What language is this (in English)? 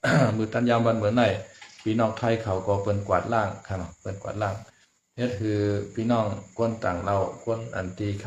Shan